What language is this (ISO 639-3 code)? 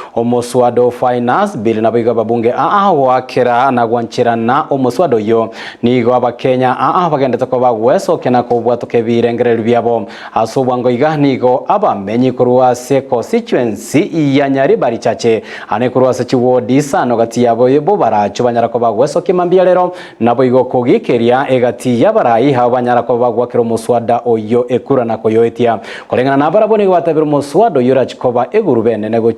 guz